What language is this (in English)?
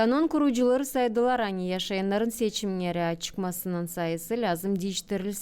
Gagauz